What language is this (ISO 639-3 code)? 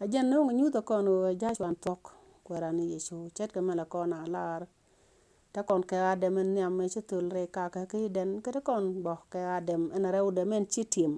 nus